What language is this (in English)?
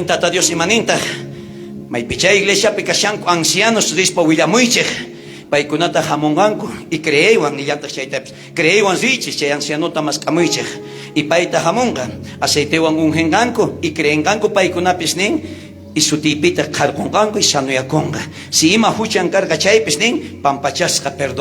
South Bolivian Quechua